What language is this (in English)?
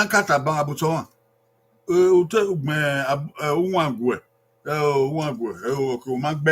Bini